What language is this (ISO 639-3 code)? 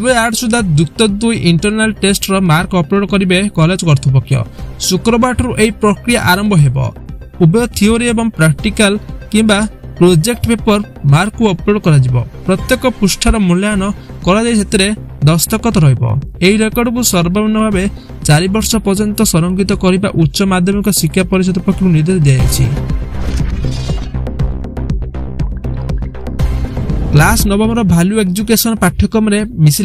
ori